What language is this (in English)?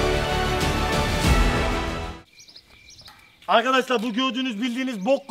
Turkish